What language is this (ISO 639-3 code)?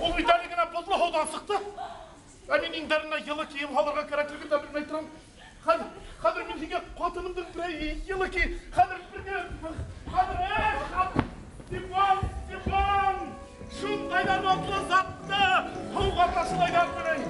bak